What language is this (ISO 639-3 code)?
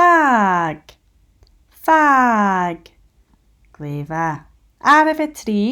gla